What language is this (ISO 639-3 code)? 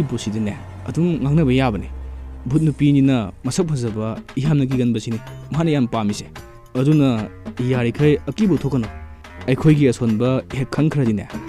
mni